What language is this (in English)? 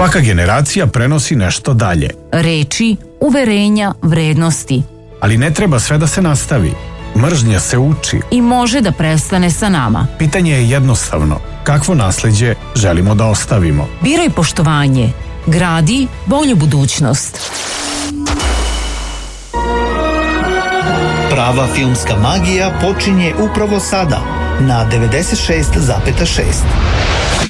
Serbian